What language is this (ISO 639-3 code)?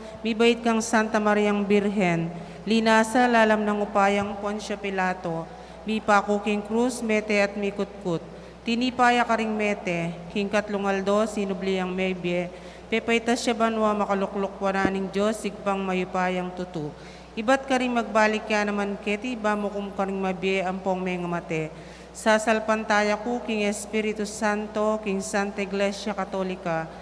pam